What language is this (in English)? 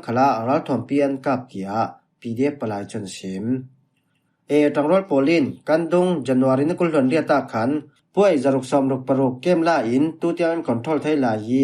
Falam Chin